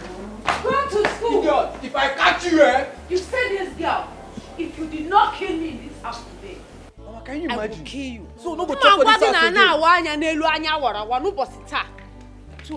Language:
Nigerian Pidgin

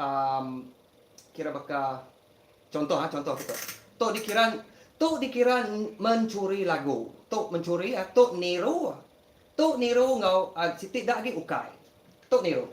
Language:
Iban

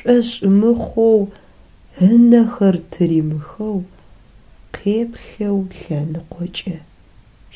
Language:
Adyghe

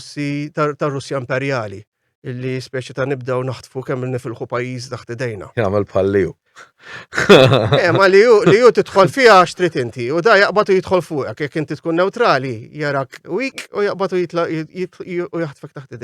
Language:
Maltese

